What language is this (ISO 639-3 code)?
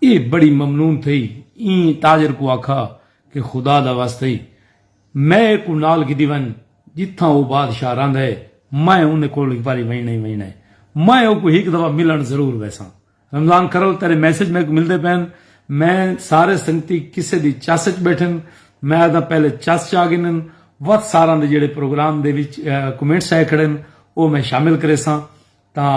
skr